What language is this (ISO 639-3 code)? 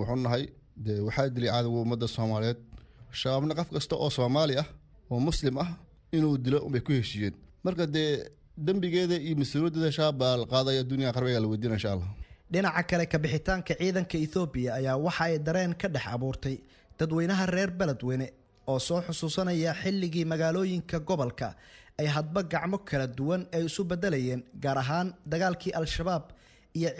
som